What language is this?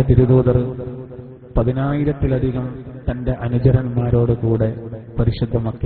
Malayalam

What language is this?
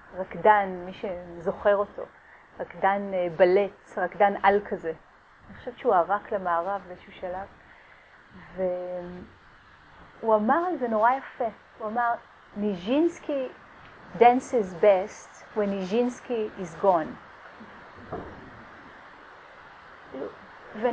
Hebrew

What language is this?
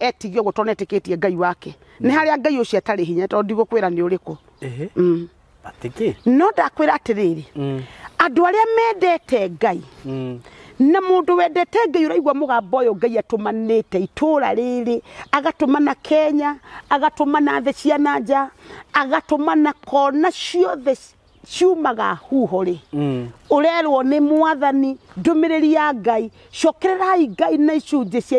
Kikuyu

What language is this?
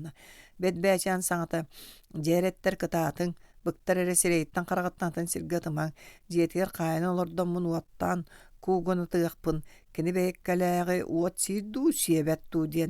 Yakut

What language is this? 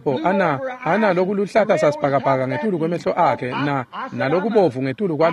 Swati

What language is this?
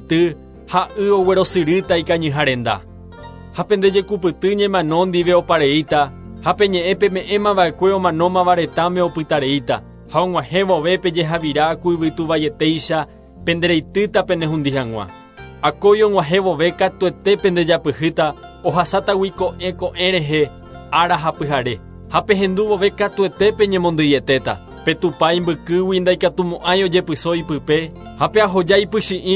Guarani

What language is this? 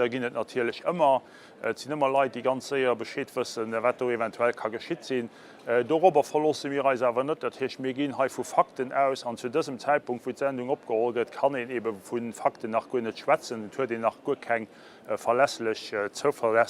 Luxembourgish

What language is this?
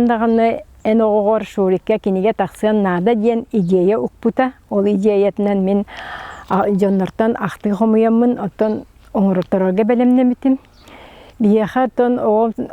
Yakut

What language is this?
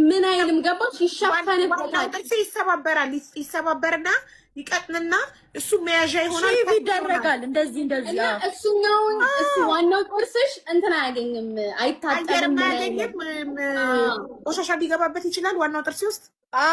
Amharic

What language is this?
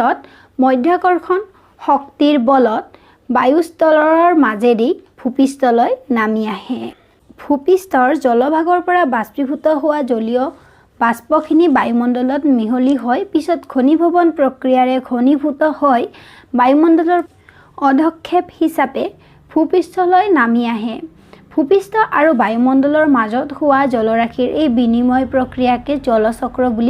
Assamese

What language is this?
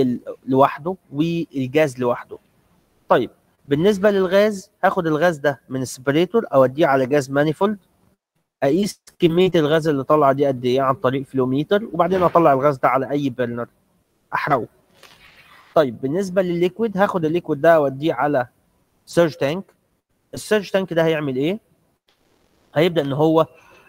Egyptian Arabic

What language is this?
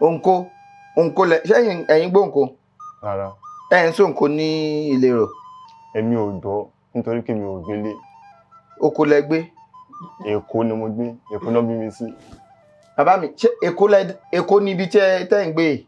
Yoruba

